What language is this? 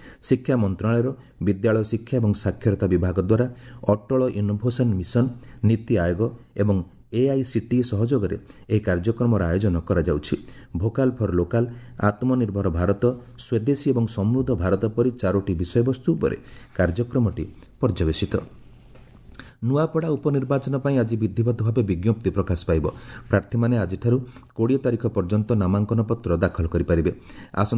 Odia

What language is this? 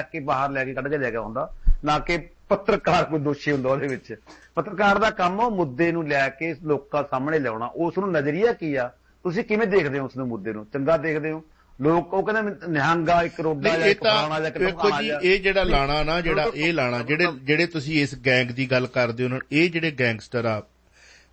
Punjabi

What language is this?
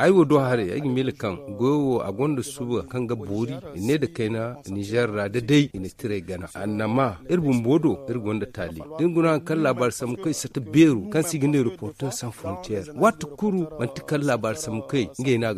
Zarma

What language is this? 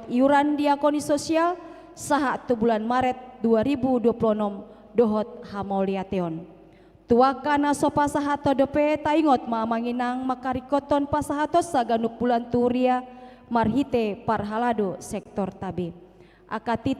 Batak Toba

